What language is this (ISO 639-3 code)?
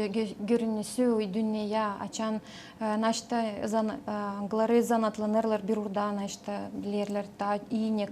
gag